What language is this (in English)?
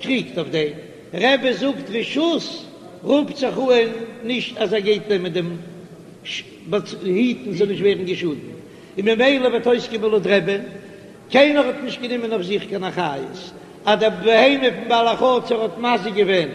Yiddish